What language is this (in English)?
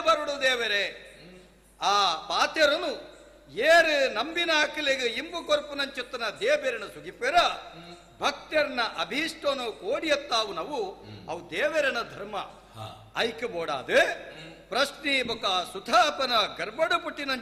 Tulu